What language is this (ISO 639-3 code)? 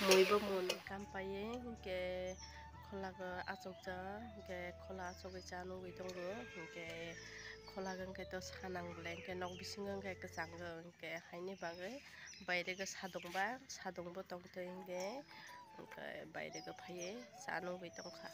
trp